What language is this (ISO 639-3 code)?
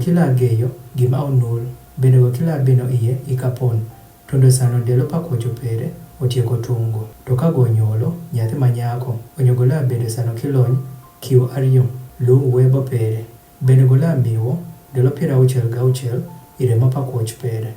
adh